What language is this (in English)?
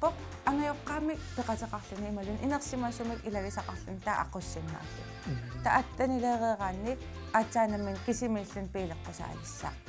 Kalaallisut